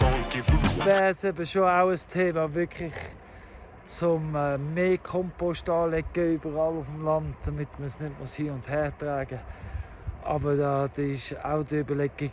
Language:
Swiss German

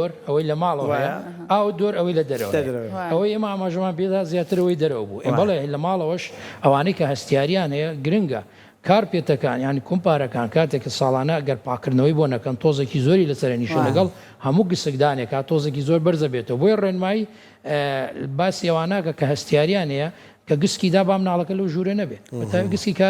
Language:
Central Kurdish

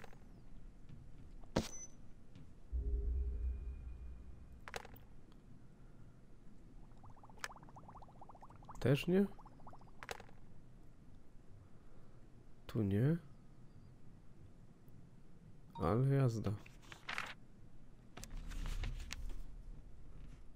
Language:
Polish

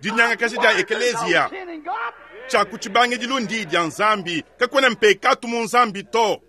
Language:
Luba-Lulua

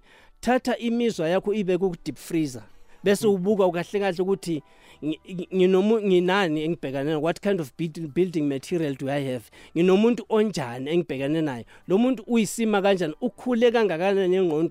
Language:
South Ndebele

